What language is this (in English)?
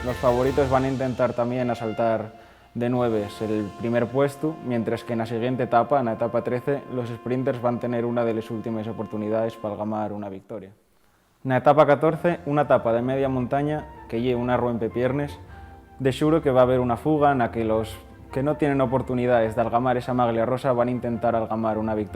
Asturian